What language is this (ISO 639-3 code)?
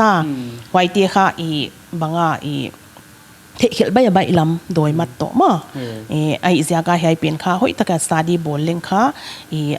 pck